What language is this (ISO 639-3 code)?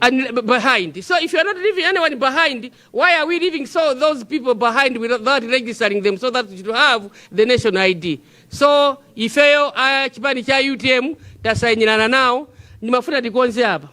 nya